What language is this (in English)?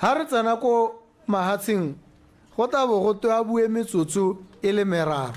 Tswana